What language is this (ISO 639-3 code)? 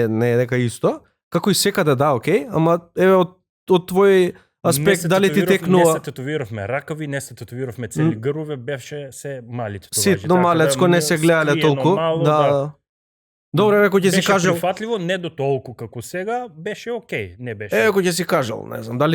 mkd